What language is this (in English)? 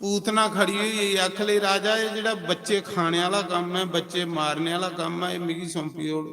Dogri